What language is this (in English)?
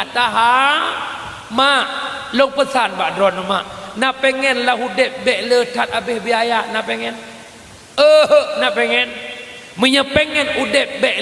Achinese